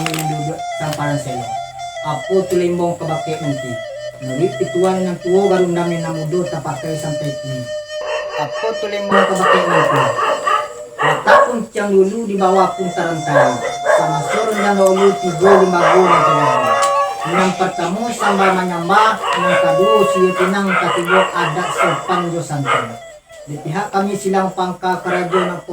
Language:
Minangkabau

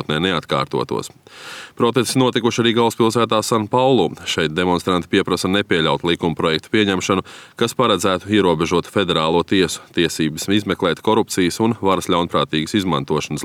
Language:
Latvian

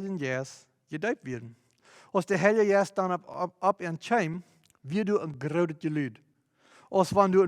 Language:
Plautdietsch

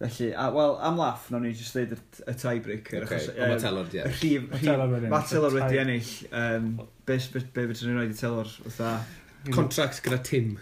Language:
Welsh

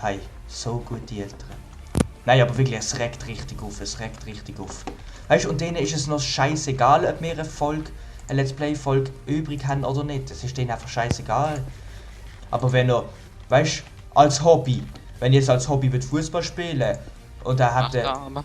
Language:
Swiss German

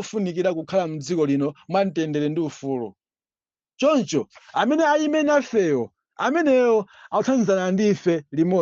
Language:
Nyanja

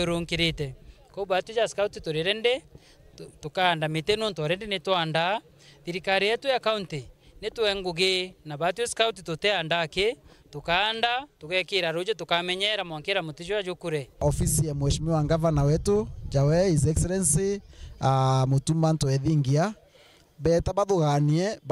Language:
Meru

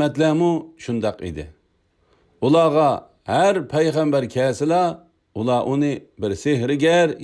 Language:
Uyghur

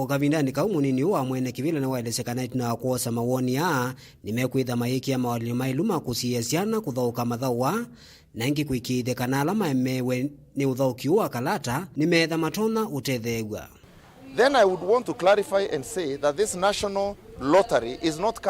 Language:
Kamba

